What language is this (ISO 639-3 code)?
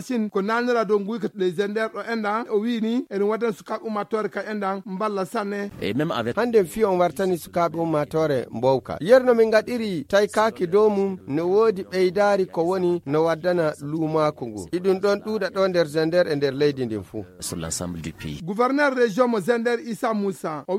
ful